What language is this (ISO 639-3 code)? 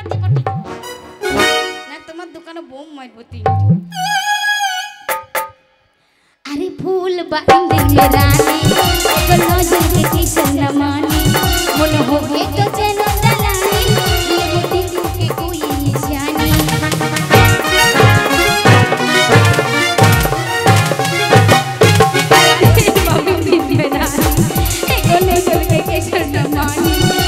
bho